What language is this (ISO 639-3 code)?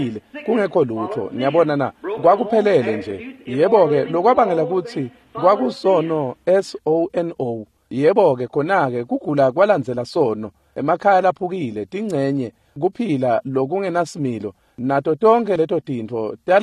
ssw